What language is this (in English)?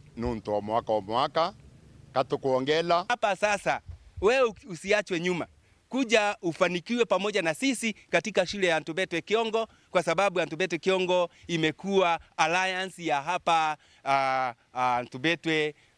Meru